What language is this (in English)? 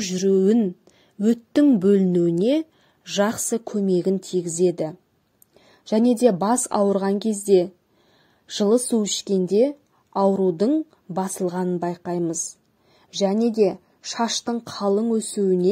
Kazakh